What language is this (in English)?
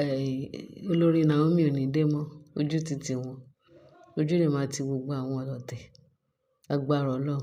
Yoruba